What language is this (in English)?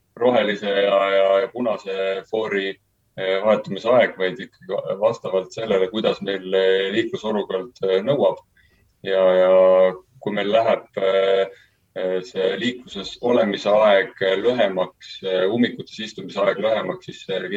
Estonian